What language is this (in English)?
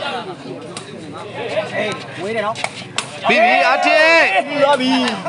Burmese